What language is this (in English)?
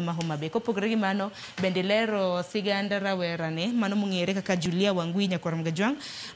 Luo (Kenya and Tanzania)